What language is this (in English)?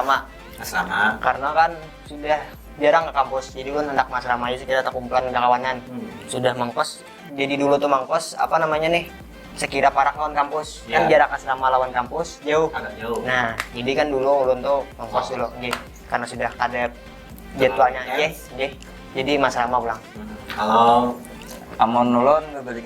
Banjar